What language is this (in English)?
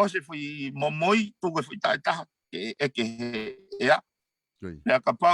Tongan